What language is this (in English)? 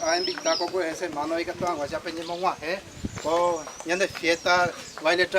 Guarani